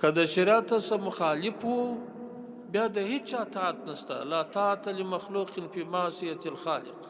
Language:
Pashto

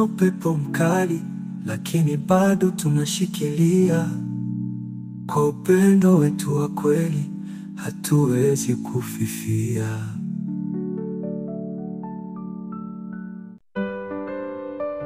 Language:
Swahili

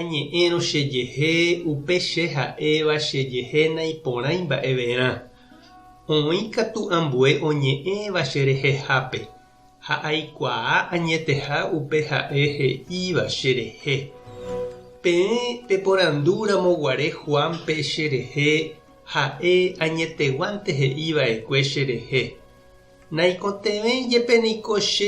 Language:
Guarani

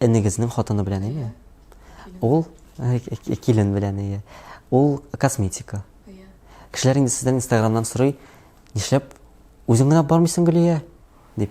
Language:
Tatar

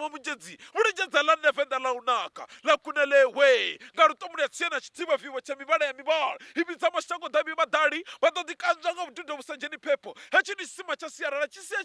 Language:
Venda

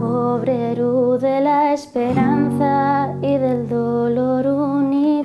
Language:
Asturian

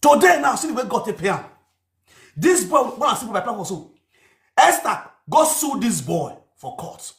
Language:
Nigerian Pidgin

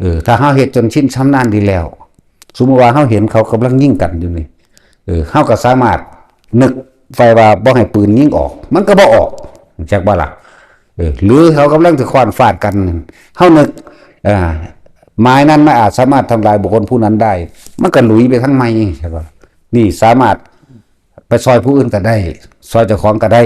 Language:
Northeastern Thai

